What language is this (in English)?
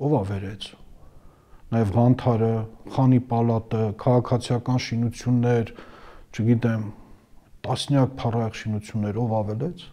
Armenian